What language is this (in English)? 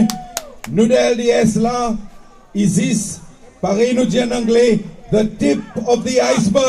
Seselwa Creole French